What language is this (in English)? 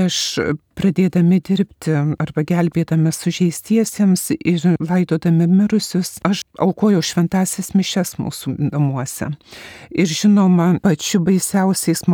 Lithuanian